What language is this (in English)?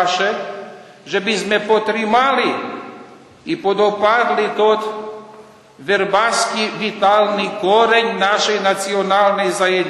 Rusyn